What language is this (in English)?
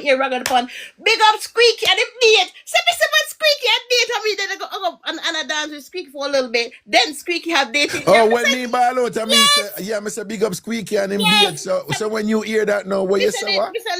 Jamaican Creole English